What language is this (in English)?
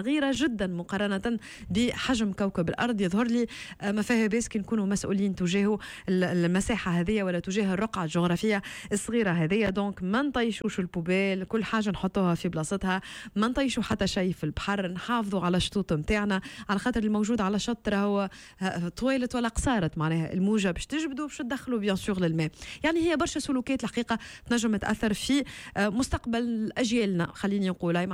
Tunisian Arabic